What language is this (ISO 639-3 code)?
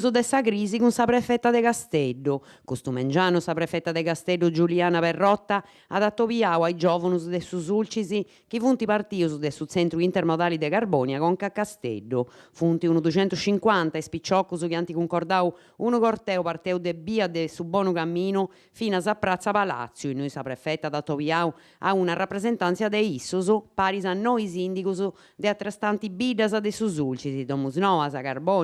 srd